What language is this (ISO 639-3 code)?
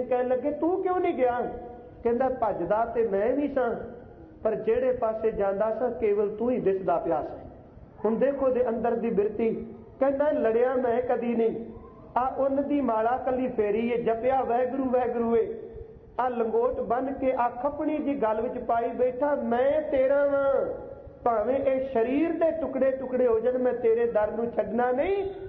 pan